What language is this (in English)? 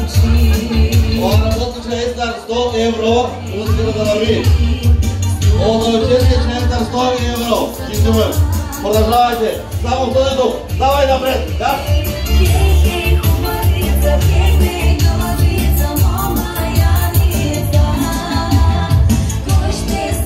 Bulgarian